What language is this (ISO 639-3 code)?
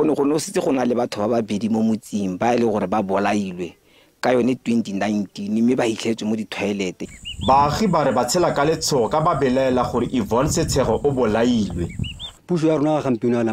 tsn